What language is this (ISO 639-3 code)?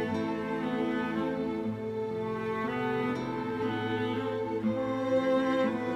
tur